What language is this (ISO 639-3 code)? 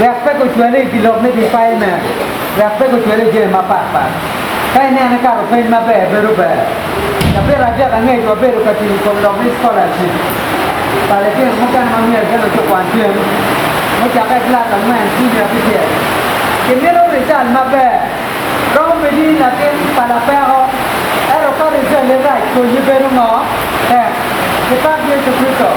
ach